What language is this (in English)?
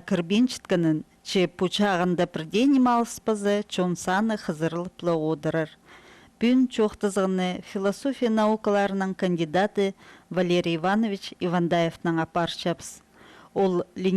Khakas